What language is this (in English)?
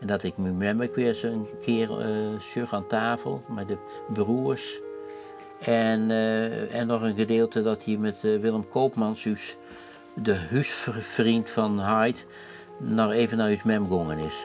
Western Frisian